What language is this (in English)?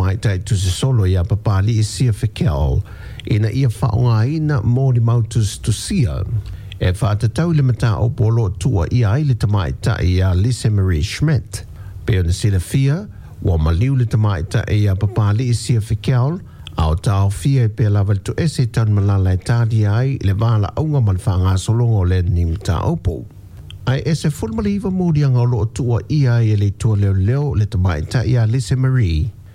Samoan